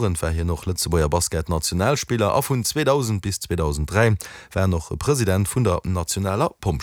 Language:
Luxembourgish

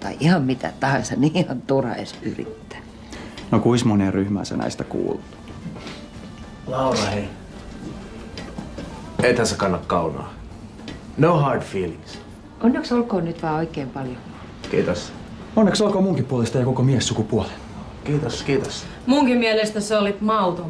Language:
Finnish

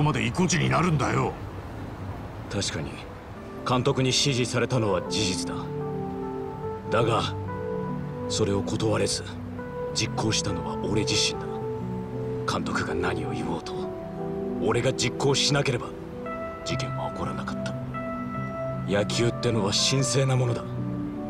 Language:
Japanese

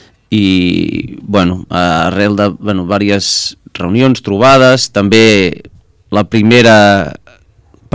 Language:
Catalan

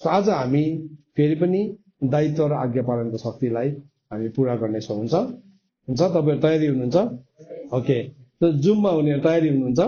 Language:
Nepali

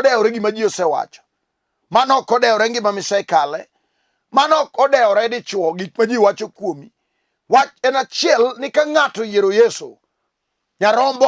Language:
Luo (Kenya and Tanzania)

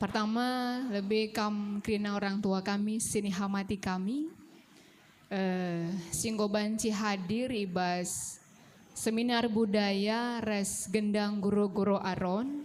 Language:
Batak Karo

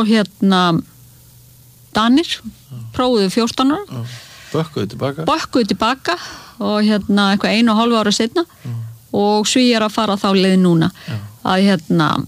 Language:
Icelandic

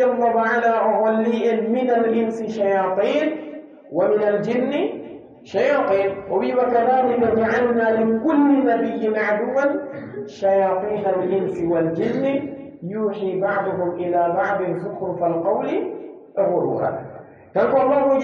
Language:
Pular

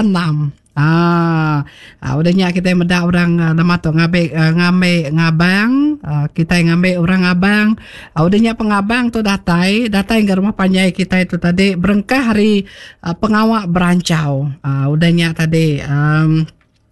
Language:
Iban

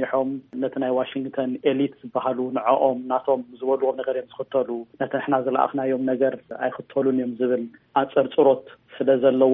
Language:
Tigrinya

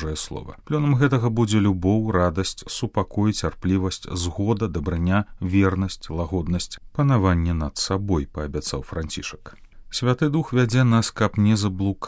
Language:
Belarusian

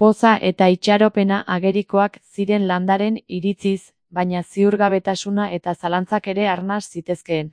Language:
Basque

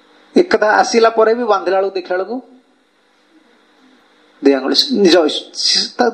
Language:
Odia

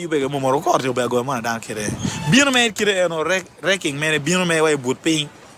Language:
Acoli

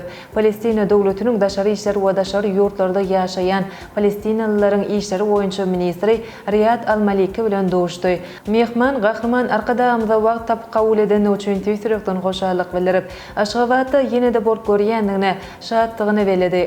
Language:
Turkmen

